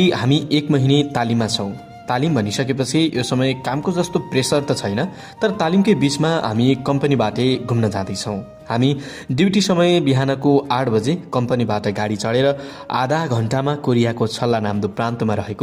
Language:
Nepali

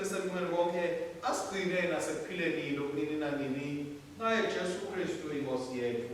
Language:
Swati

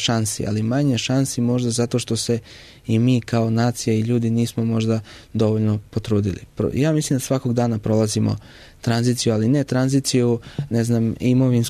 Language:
Serbian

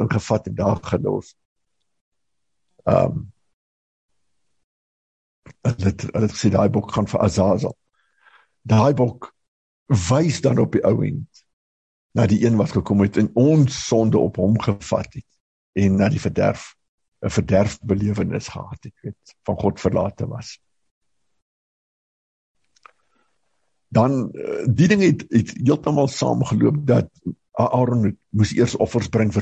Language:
Afrikaans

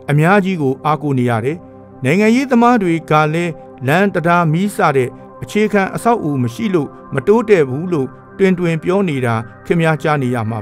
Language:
Burmese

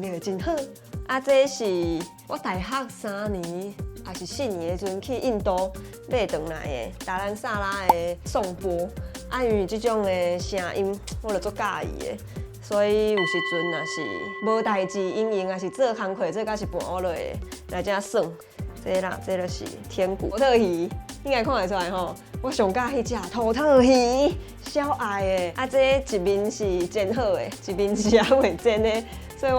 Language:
Min Nan Chinese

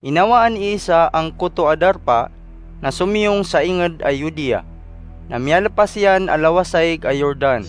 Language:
Maranao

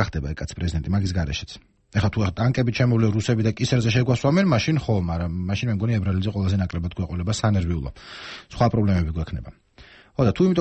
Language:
Georgian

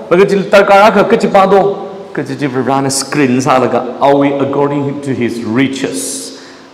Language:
Tangkhul Naga (India)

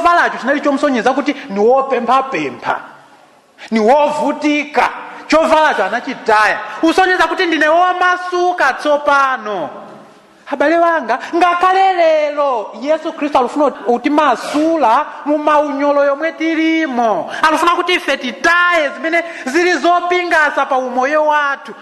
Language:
Nyanja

